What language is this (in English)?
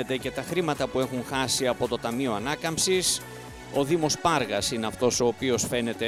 Greek